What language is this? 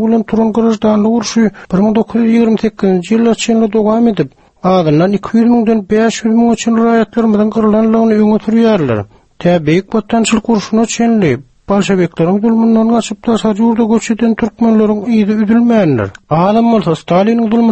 Turkmen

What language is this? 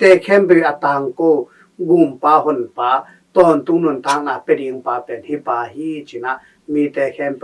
Tedim Chin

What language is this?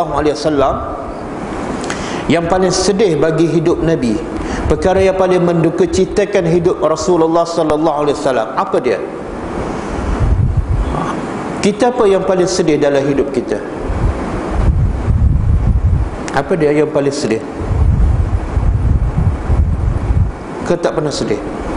Malay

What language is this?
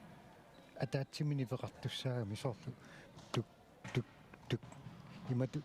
Kalaallisut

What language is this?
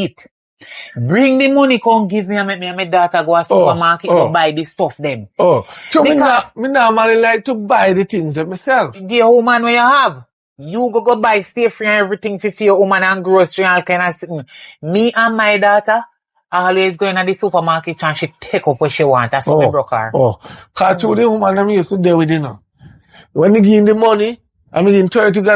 Jamaican Creole English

